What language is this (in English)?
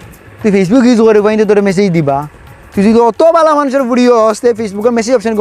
Sylheti